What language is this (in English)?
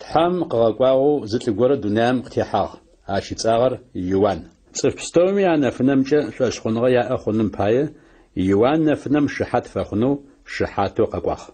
Adyghe